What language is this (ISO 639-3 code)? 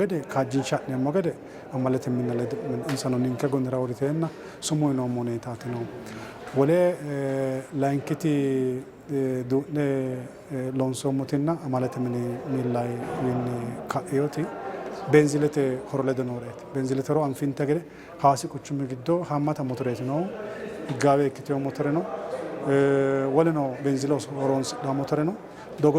sid